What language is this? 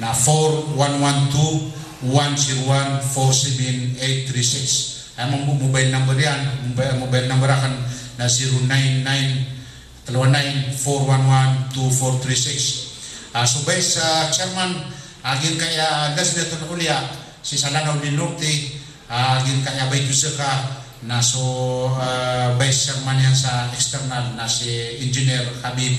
Maranao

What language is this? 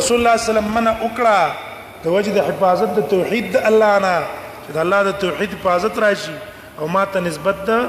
Pashto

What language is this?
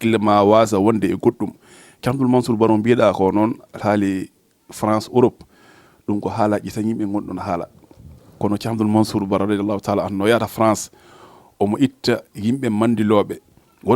Fula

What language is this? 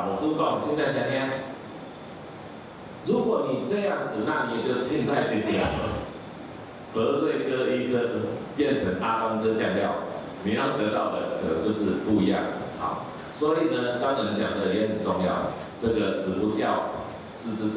Chinese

